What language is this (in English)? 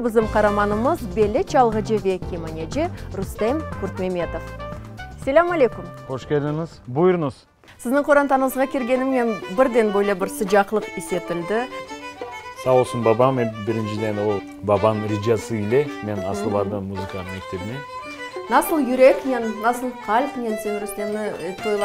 Crimean Tatar